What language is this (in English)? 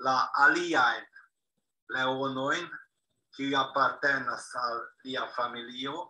Esperanto